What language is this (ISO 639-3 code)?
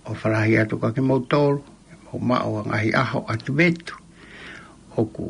ton